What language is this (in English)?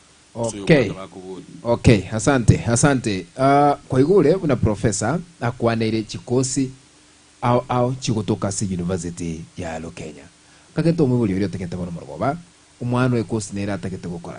Gusii